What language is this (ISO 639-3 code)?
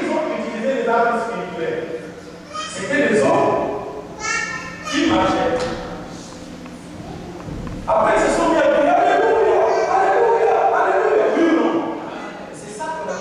fra